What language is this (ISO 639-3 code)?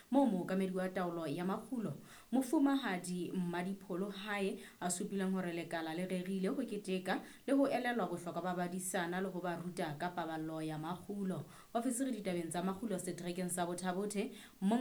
sot